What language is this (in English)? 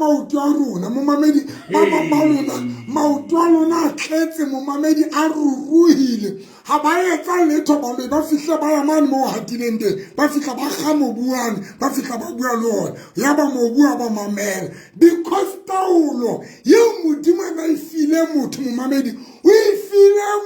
Southern Sotho